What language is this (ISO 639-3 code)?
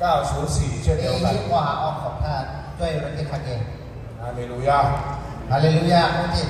lhu